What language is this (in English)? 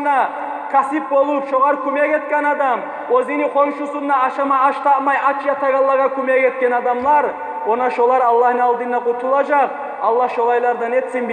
Kumyk